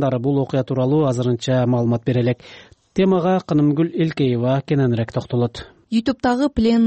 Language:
Kyrgyz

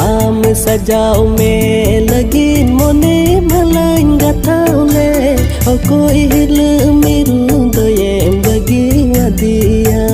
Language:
Santali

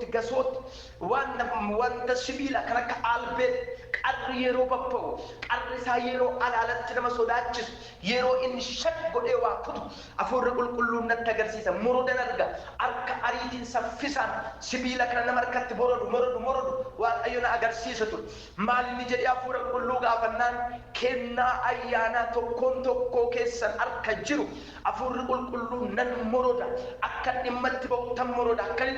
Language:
Oromo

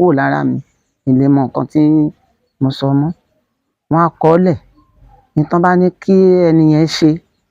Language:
Yoruba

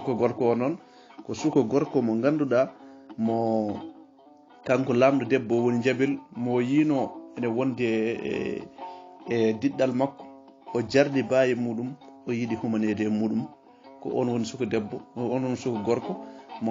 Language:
Fula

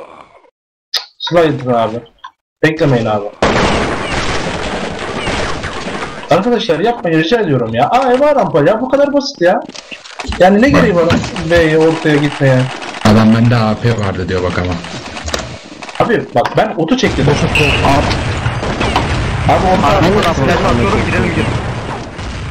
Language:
Turkish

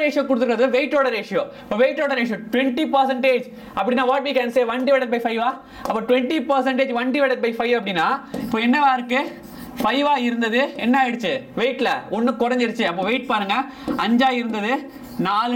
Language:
Tamil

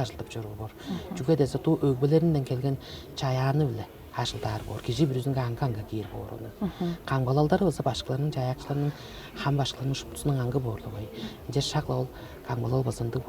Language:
Tuvinian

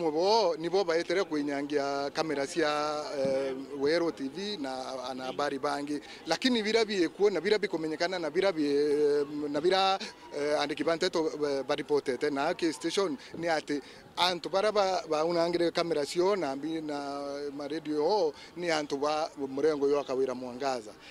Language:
Meru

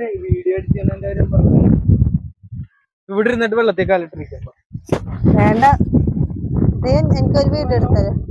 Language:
Malayalam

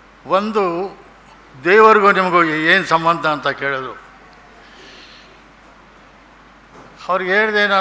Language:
Kannada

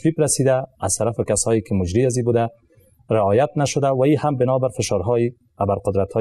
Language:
Persian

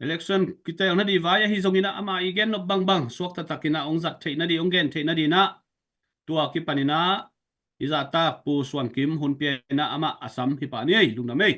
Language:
Tedim Chin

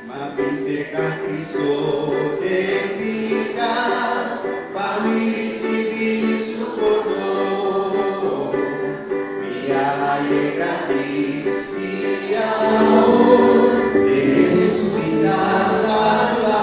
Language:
Papiamento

